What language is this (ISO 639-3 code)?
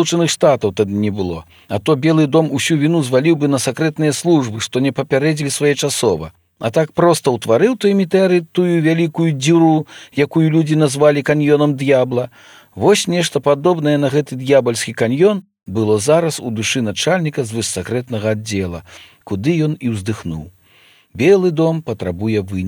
bel